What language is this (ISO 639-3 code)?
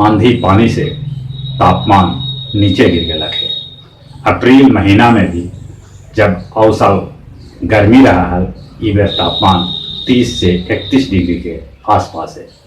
mag